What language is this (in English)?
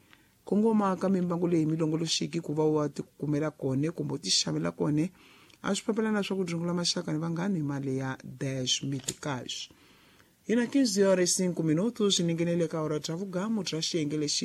Tsonga